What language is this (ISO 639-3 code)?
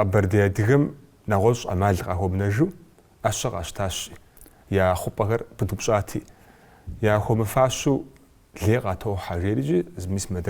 kbd